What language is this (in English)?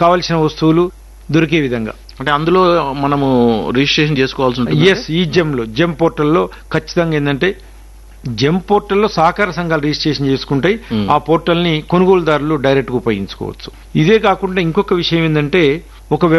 Telugu